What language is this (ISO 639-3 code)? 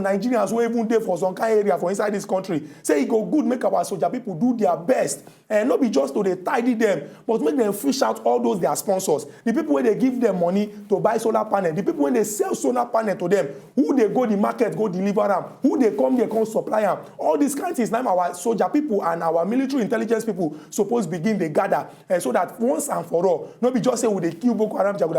pcm